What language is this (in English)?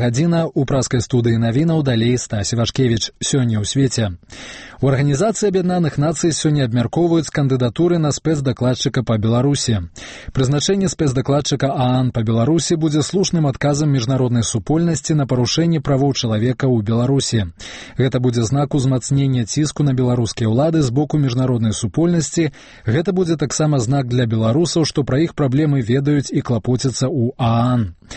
Belarusian